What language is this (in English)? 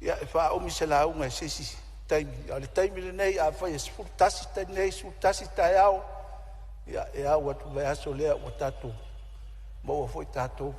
Samoan